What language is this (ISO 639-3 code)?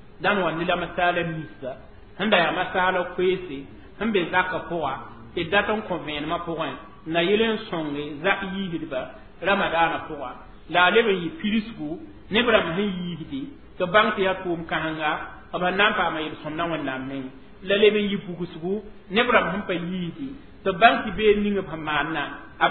mos